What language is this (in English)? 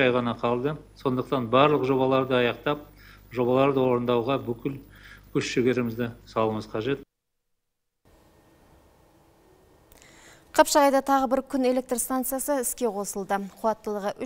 Kazakh